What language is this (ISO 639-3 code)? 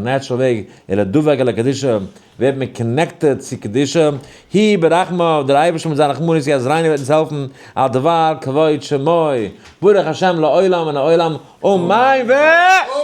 yid